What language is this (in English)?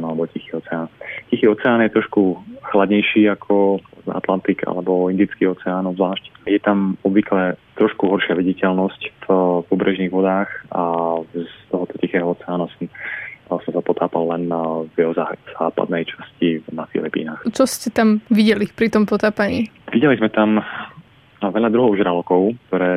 Slovak